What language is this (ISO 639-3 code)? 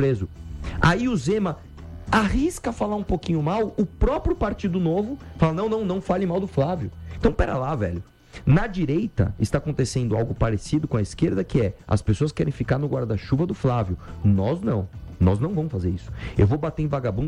por